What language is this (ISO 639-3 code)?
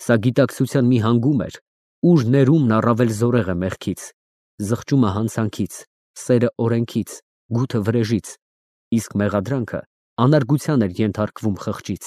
hye